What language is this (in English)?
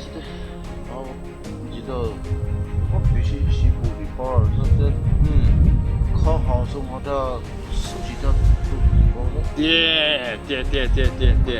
Poumei Naga